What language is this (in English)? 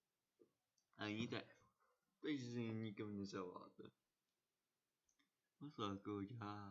Czech